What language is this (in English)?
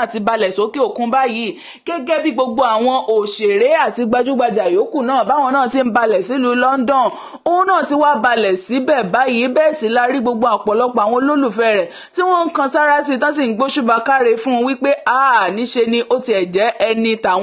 Yoruba